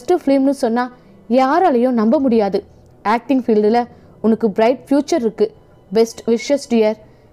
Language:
Tamil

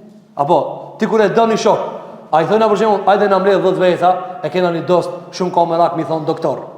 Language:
Albanian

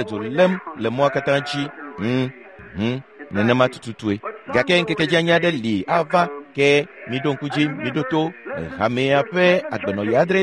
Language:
Ewe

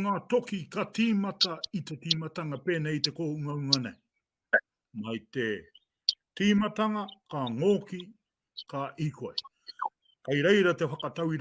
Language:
Māori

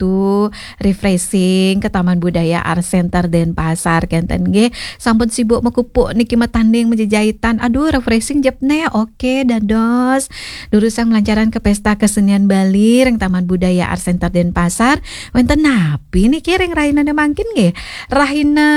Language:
Balinese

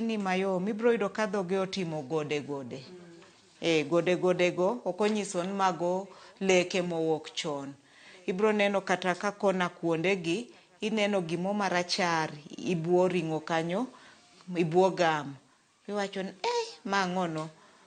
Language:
Luo (Kenya and Tanzania)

